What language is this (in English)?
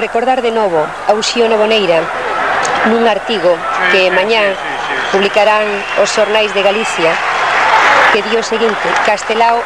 Galician